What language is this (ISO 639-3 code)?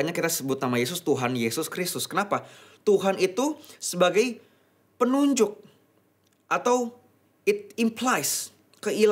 ind